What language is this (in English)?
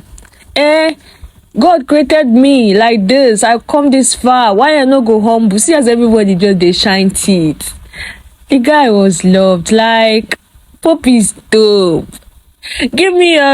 Nigerian Pidgin